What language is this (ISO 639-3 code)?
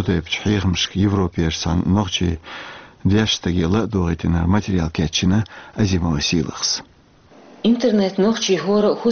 che